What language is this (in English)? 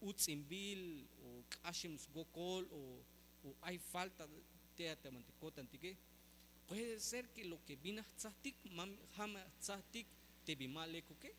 Tzeltal